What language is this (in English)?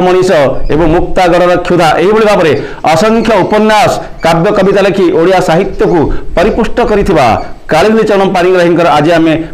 Odia